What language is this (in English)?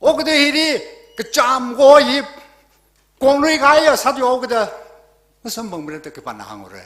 Tangkhul Naga (India)